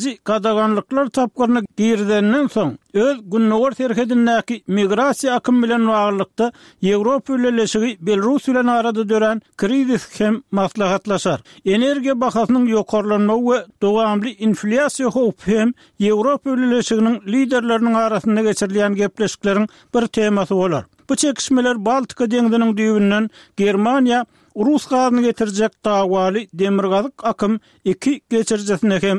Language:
Turkmen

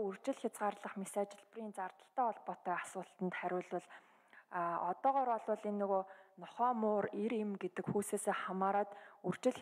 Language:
Mongolian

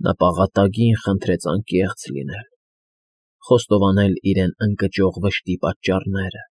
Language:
Armenian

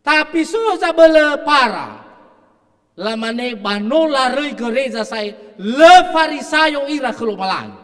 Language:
Nias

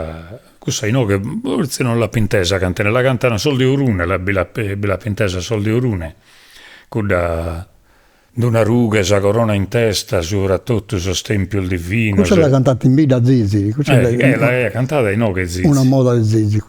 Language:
Sardinian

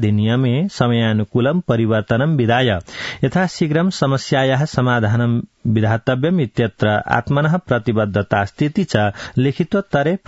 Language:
Sanskrit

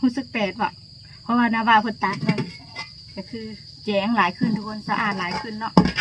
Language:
Lao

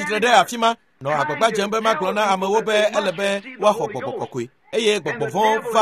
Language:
Ewe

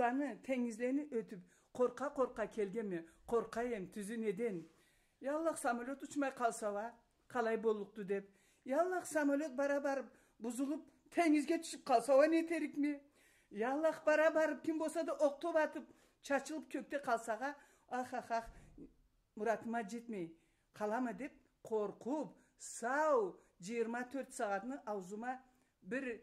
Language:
Karachay-Balkar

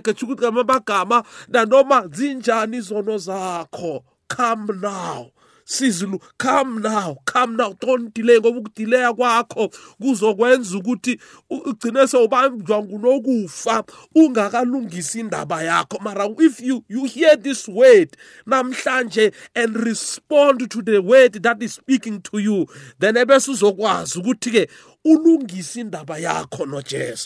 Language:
South Ndebele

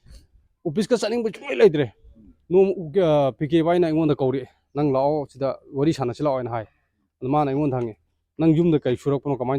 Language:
Manipuri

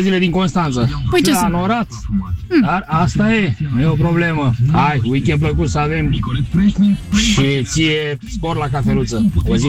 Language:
Romanian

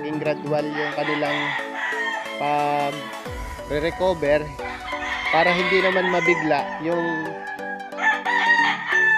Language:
Filipino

